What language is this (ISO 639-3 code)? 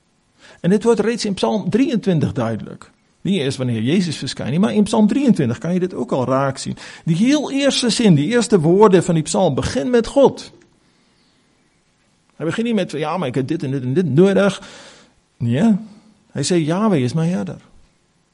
afr